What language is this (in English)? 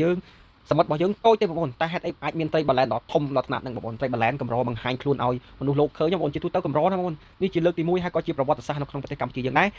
Khmer